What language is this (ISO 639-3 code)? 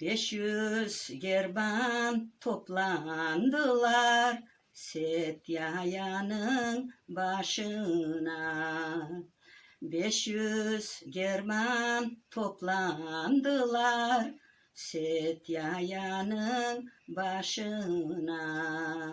crh